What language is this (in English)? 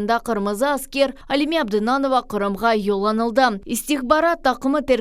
Crimean Tatar